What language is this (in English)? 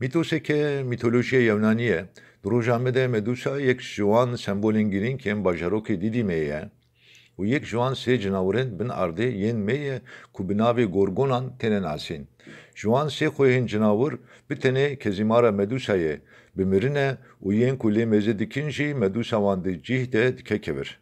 Kurdish